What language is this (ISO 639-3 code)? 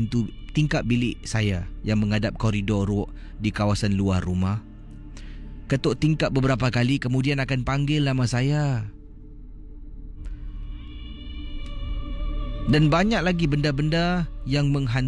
msa